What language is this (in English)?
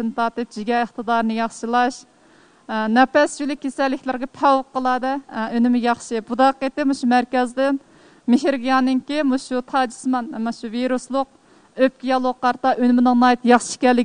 Uyghur